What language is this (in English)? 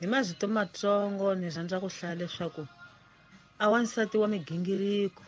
Tsonga